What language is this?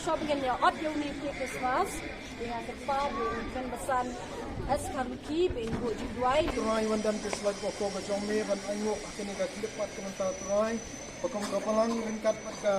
Khasi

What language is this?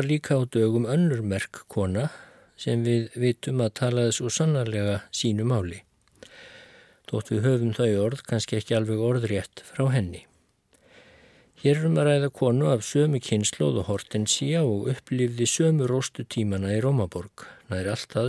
Icelandic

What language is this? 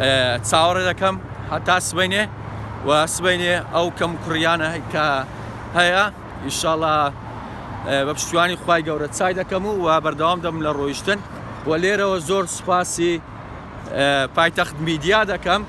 Central Kurdish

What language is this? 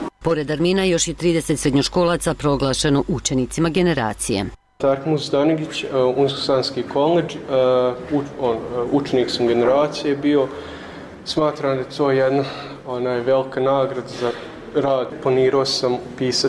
Bosnian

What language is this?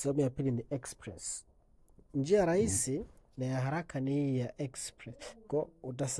Swahili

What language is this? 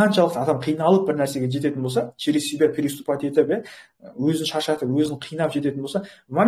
Kazakh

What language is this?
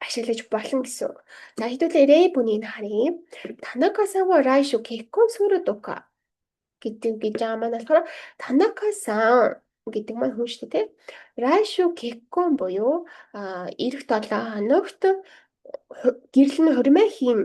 Mongolian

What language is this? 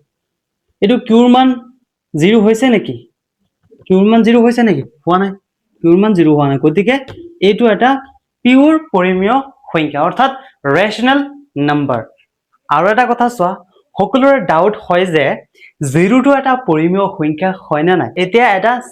Assamese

